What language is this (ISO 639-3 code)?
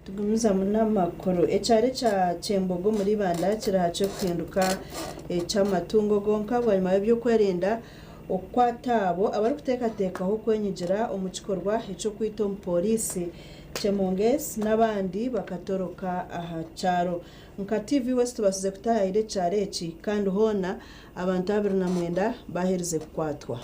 nyn